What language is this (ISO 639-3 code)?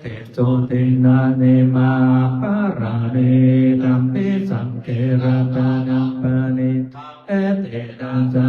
pli